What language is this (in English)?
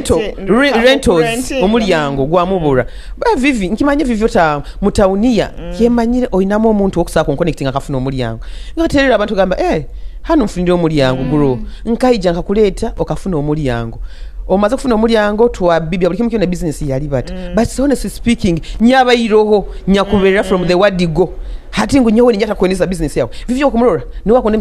Nyoro